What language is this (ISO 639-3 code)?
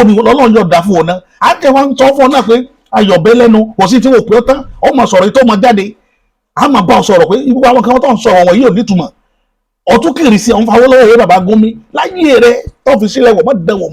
yor